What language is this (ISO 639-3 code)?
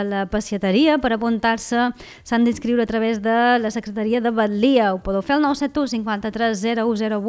cat